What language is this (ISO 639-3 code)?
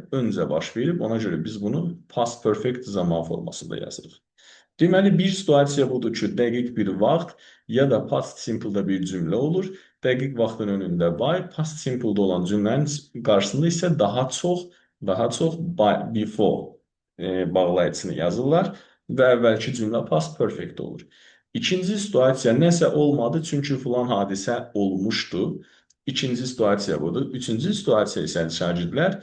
aze